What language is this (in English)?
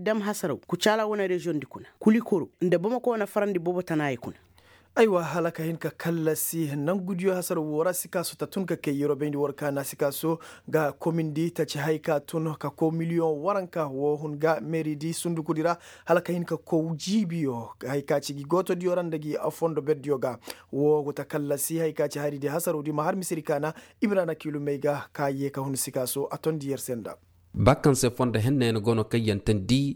Koyraboro Senni